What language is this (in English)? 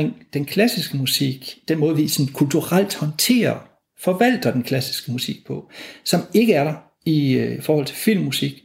Danish